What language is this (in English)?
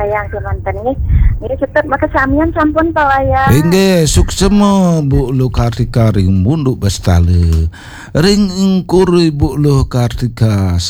Balinese